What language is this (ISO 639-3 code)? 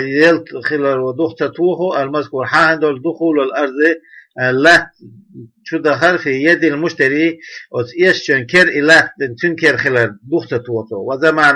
che